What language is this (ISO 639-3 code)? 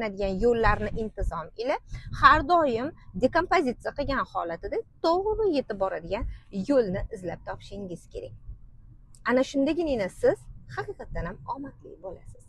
uzb